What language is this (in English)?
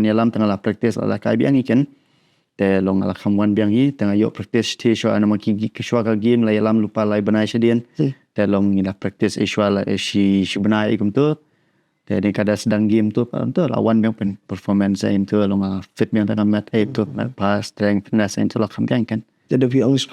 Khasi